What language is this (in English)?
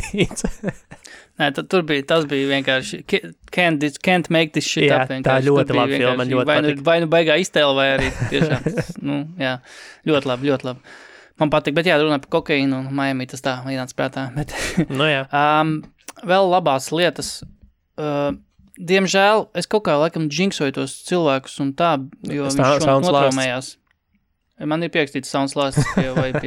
Latvian